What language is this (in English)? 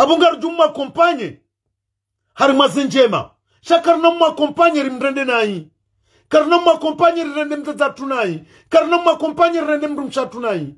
Ngazidja Comorian